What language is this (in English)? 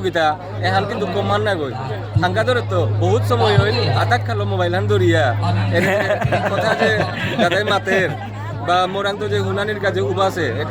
Bishnupriya